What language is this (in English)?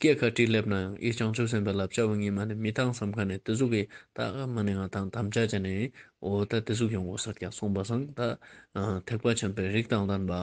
Ladakhi